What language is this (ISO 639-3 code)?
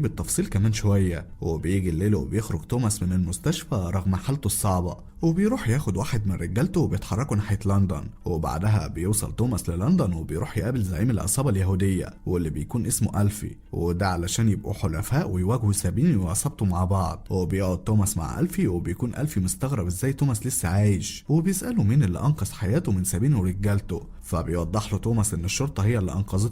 arz